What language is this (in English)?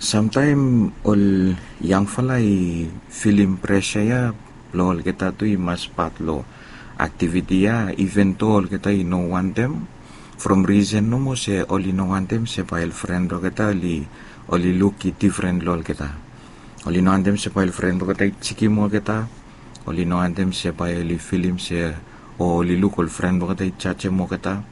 Bislama